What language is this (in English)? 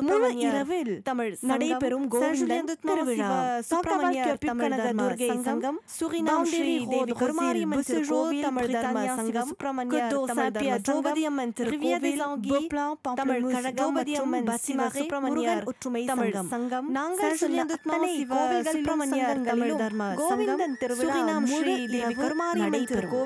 Tamil